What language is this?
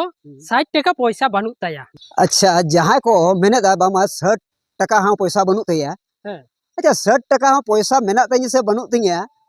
Santali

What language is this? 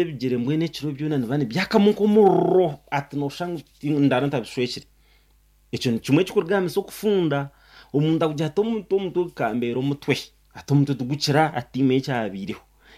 Nyankole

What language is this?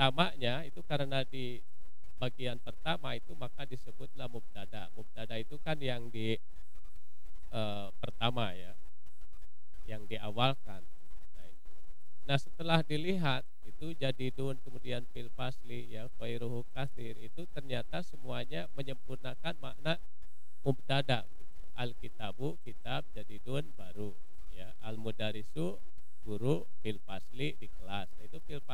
Indonesian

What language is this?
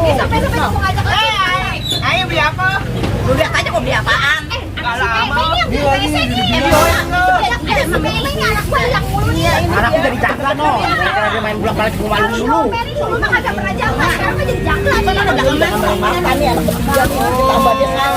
Betawi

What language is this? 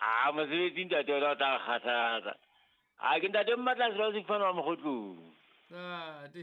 Southern Sotho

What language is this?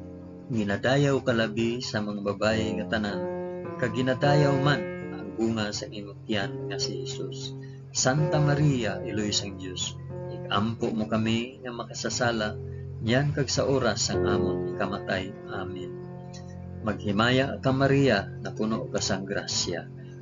Hiligaynon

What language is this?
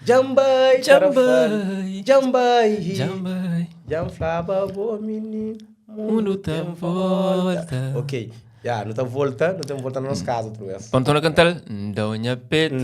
Kabuverdianu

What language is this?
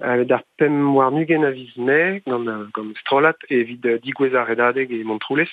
Breton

